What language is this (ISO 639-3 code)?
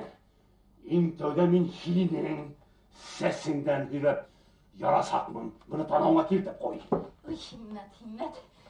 bak